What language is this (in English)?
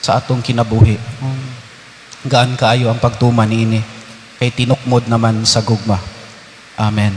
Cebuano